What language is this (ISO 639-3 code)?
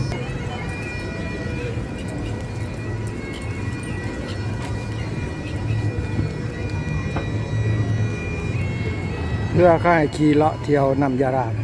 lao